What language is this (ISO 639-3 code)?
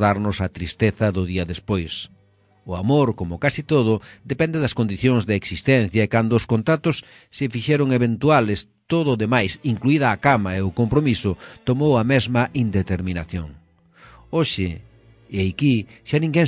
glg